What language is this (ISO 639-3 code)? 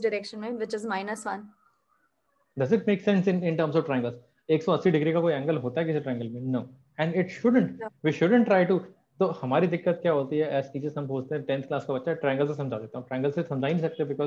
hin